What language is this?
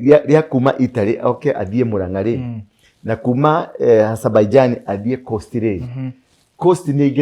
Kikuyu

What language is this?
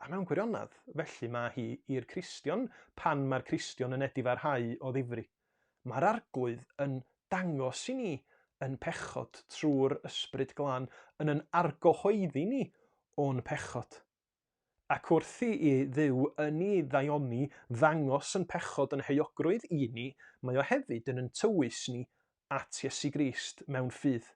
Welsh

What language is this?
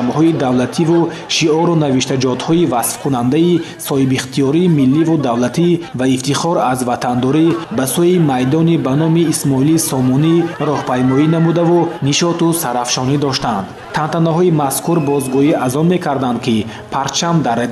Tajik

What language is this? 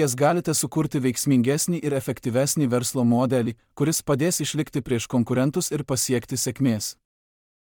Lithuanian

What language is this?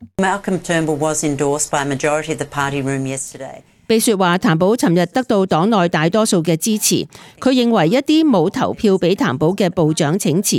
Cantonese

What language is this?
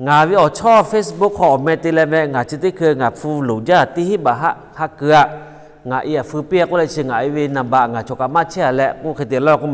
Lahu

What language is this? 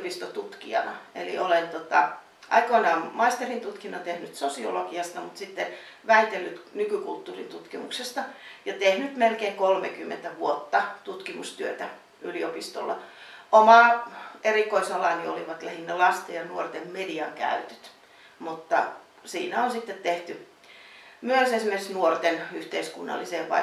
Finnish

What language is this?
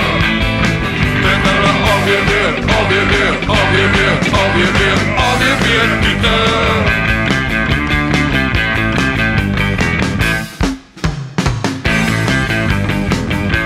Afrikaans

